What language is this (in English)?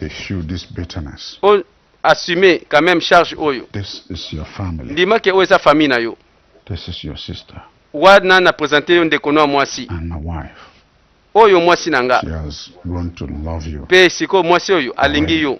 Lingala